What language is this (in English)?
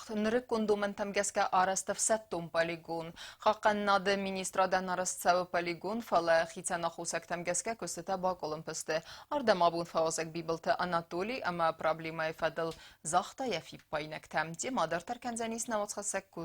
Ossetic